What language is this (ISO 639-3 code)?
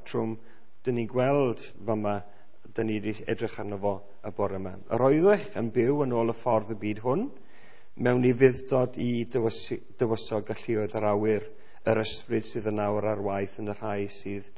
cym